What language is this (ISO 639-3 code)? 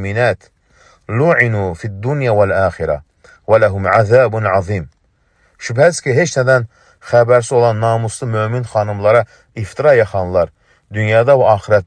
aze